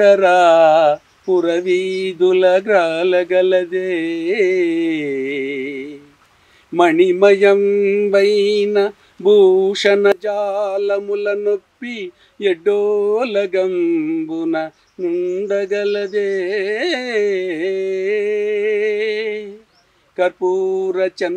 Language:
Telugu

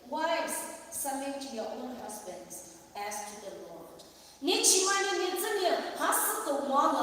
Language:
Poumei Naga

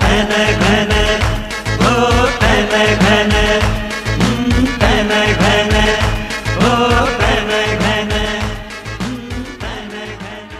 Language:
Newari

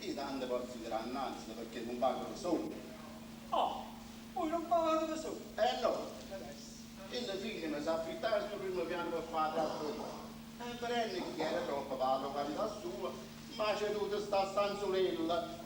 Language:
Neapolitan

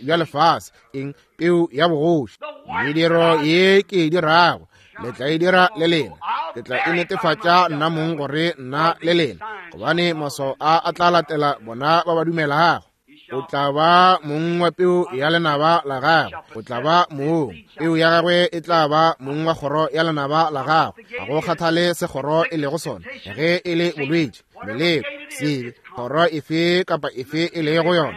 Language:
Northern Sotho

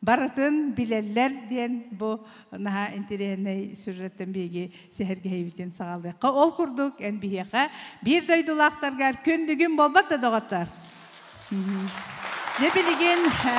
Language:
Yakut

